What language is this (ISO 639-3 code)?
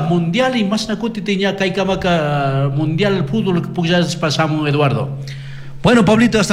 qug